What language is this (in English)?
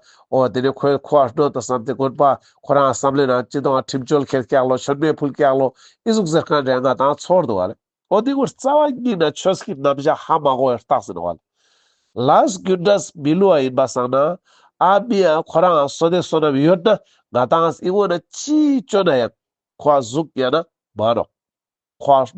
Ladakhi